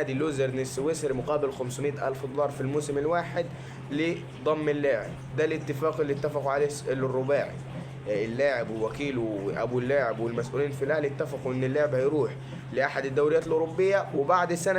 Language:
Egyptian Arabic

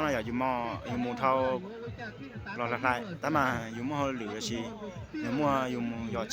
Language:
Hmong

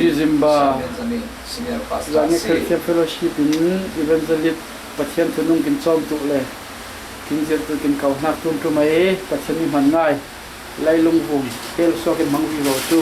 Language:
Falam Chin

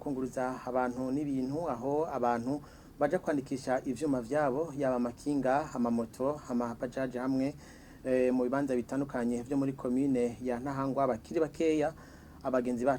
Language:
Rundi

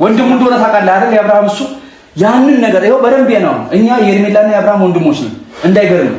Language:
Amharic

